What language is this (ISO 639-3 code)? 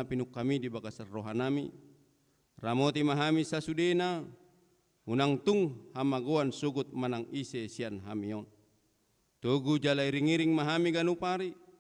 bbc